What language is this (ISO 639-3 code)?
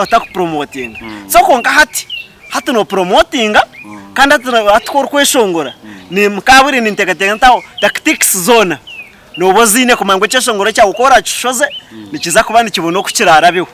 nyn